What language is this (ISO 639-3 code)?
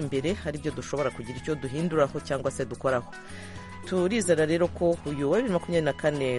kin